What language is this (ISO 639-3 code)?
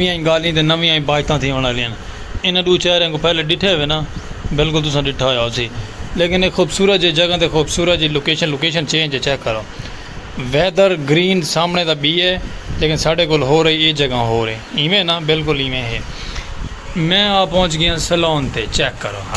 skr